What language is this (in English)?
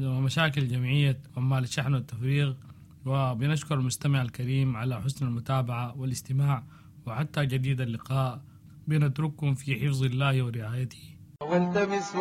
Sudanese Arabic